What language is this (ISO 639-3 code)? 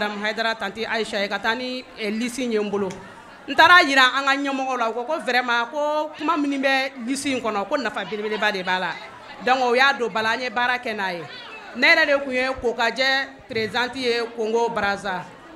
bam